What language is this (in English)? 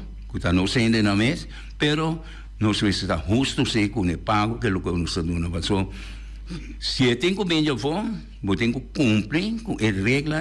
Papiamento